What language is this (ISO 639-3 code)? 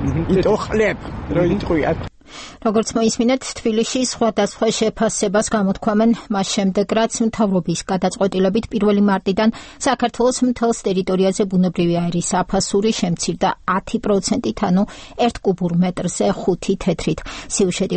kat